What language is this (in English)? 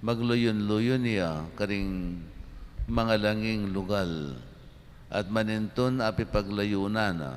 Pampanga